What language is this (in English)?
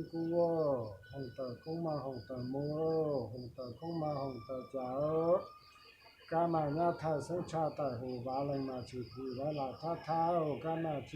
Hmong